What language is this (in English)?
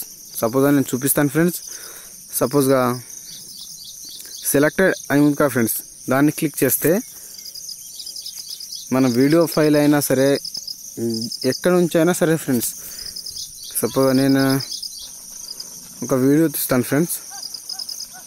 Telugu